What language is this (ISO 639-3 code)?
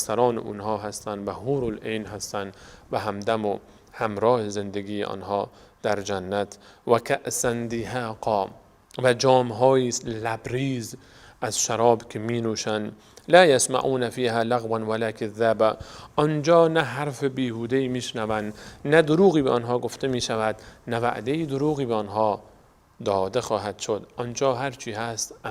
fas